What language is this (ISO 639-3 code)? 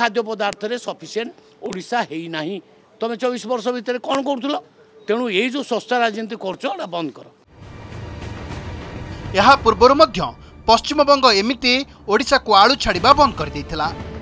ori